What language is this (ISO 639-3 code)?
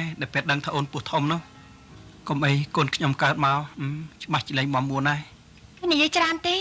khm